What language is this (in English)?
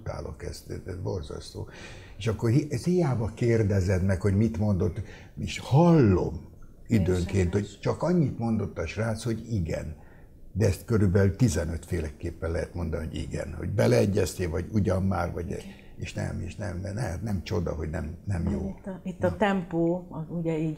Hungarian